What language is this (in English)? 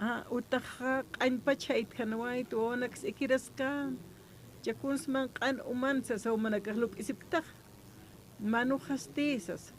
Aymara